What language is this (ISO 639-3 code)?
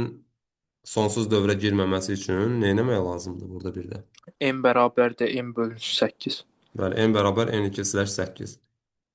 aze